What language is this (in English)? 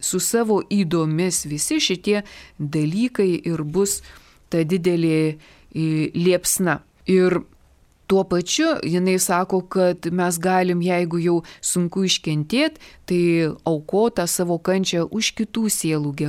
Lithuanian